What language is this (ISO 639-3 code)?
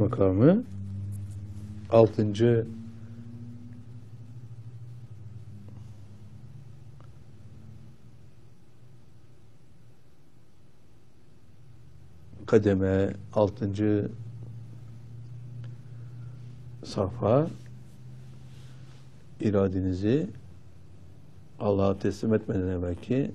tur